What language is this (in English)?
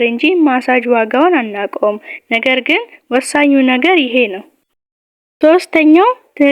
Amharic